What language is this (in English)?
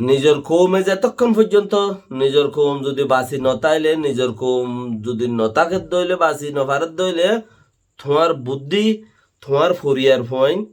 Rohingya